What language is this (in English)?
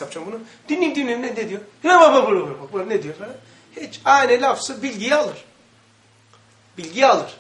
Turkish